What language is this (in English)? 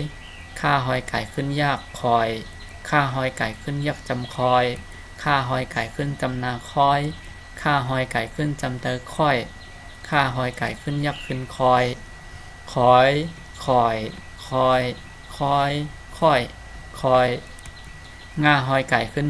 Shan